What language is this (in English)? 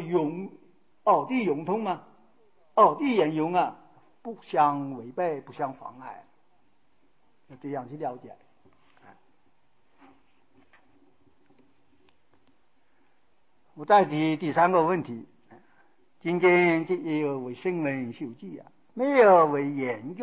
Chinese